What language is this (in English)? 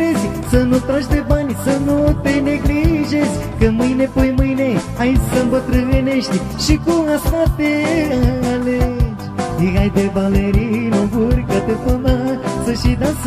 Romanian